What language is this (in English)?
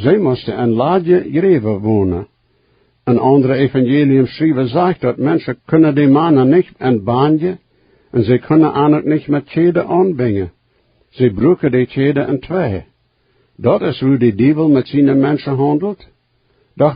Plautdietsch